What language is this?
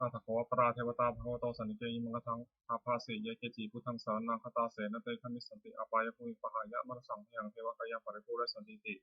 Pali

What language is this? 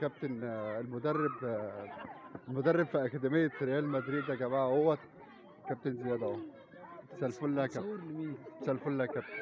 Egyptian Arabic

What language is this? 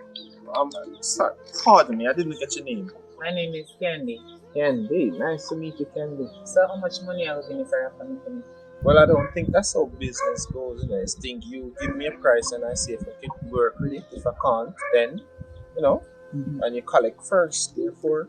Jamaican Creole English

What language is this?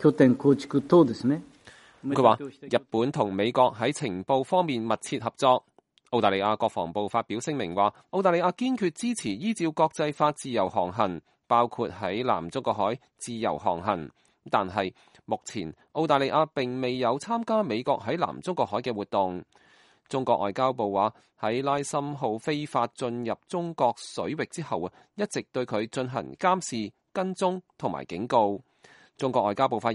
Cantonese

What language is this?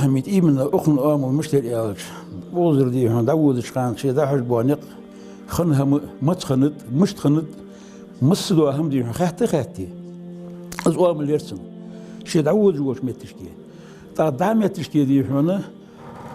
Ingush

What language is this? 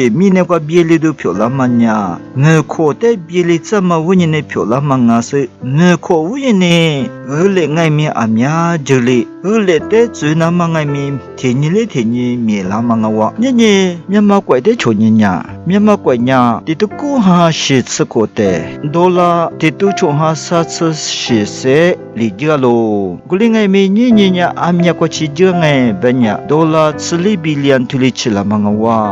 Lisu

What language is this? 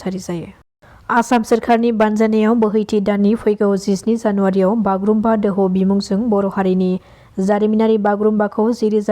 Bodo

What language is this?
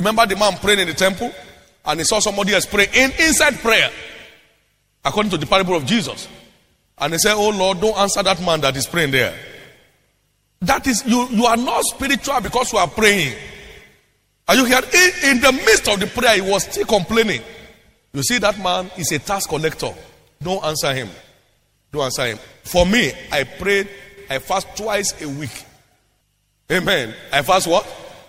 English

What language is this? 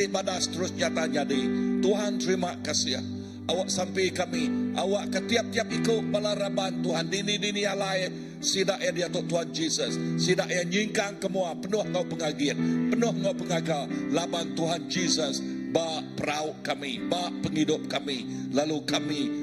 Iban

